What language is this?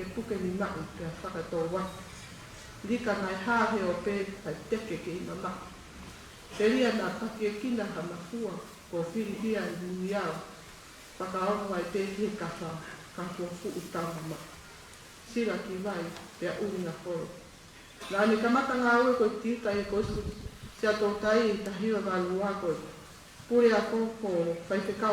Tongan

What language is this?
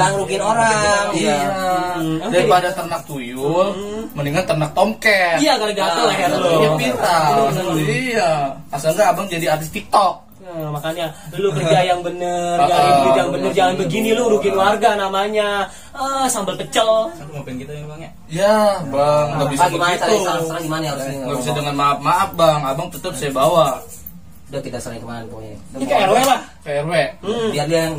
Betawi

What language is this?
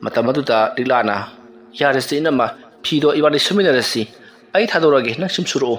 Manipuri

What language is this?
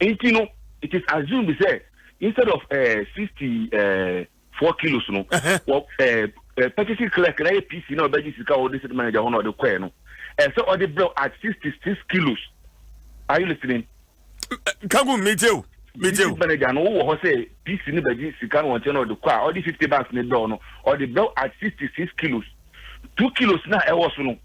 Akan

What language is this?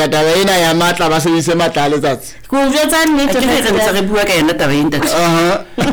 Southern Sotho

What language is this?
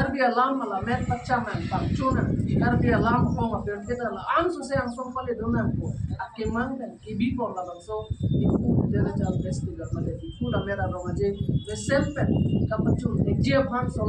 Karbi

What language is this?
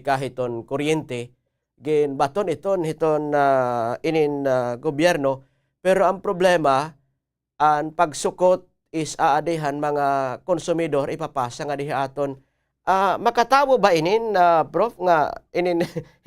Waray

